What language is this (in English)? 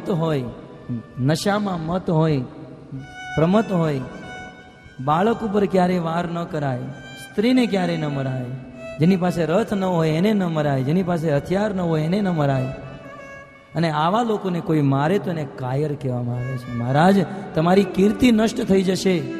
Gujarati